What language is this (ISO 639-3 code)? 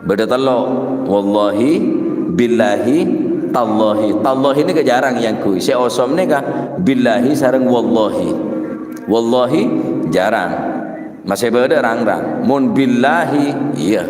mad